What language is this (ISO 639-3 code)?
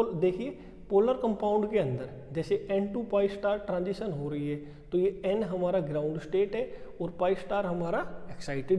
hin